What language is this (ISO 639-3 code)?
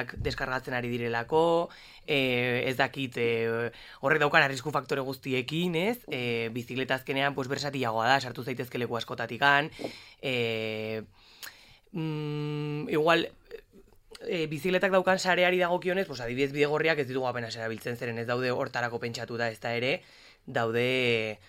eus